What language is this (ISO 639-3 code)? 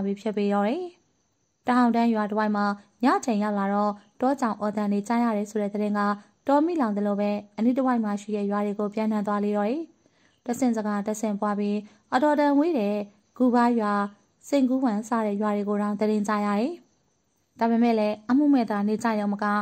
mya